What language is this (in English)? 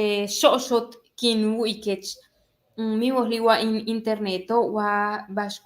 Yucateco